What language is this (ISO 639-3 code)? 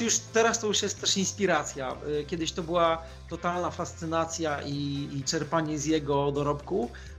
pol